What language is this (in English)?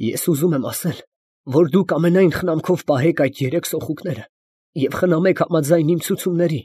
Armenian